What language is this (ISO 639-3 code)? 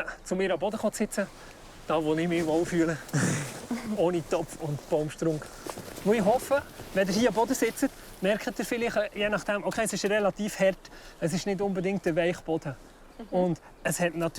gsw